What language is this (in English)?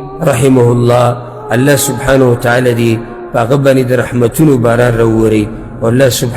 Pashto